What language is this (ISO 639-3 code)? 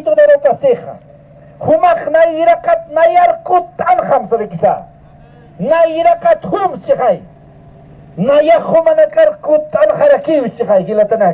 aym